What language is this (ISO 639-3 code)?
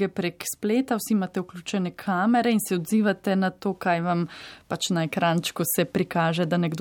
slv